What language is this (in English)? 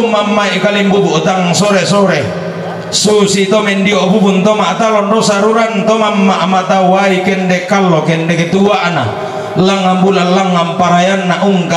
Toraja-Sa'dan